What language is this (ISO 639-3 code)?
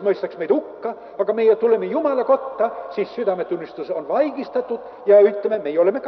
est